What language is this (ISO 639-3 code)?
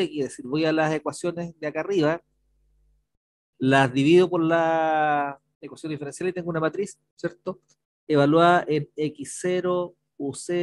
spa